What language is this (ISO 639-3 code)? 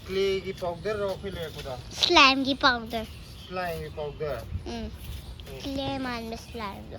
mni